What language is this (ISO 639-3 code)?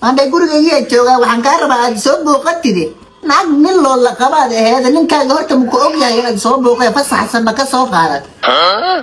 som